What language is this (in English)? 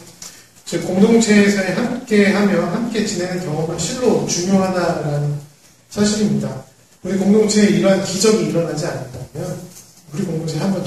Korean